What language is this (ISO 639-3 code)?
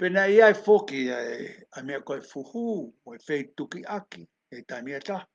ton